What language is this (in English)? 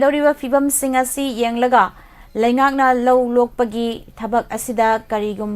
Manipuri